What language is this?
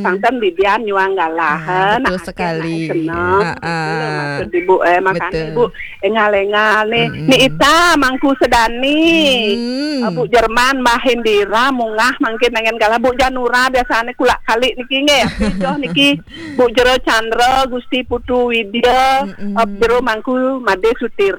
Balinese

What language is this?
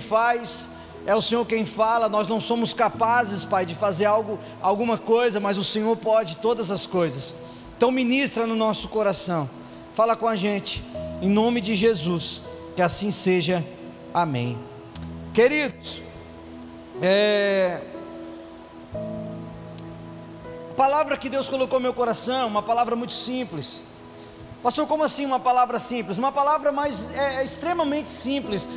Portuguese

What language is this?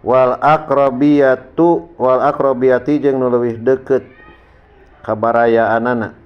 Sundanese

